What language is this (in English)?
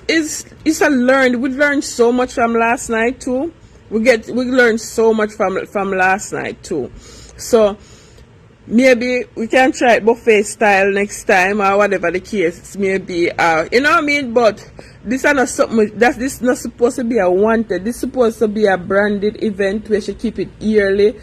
Jamaican Creole English